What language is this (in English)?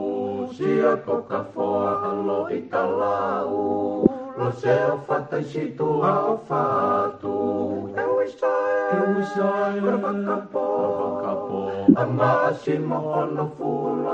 Tongan